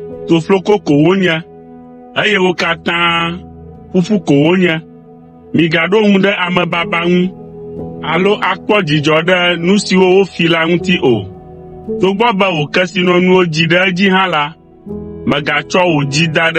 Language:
Ewe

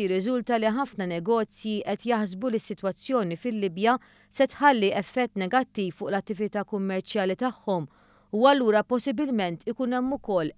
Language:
Maltese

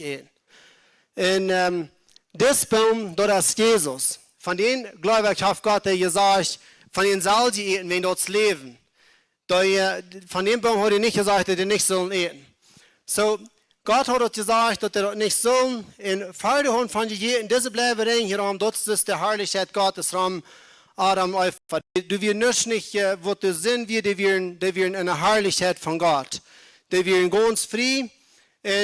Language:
Plautdietsch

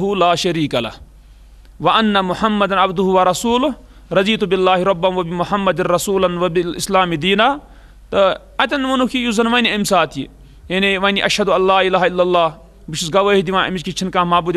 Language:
Kashmiri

